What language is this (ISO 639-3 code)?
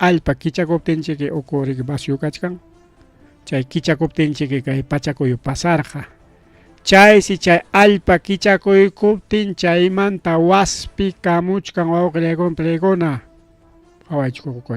quy